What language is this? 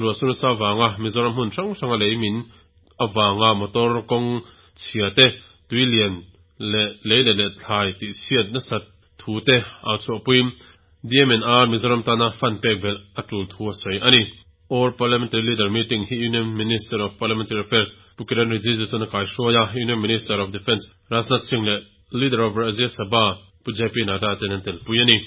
Mizo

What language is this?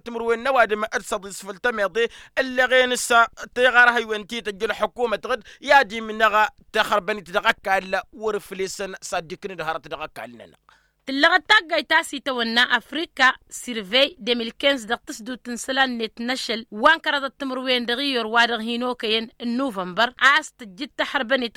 Tamasheq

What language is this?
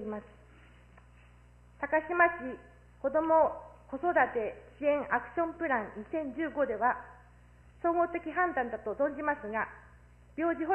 Japanese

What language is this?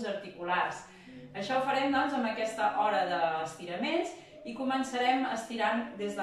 Catalan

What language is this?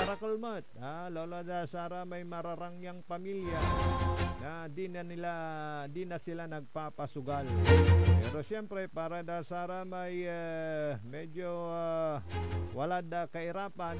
Pangasinan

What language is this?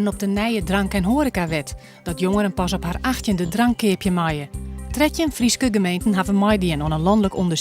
Western Frisian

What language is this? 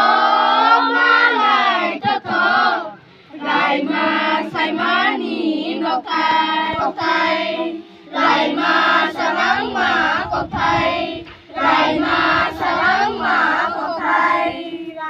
Kok Borok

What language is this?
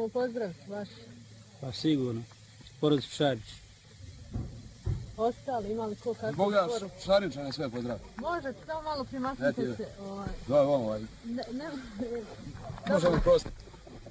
Bosnian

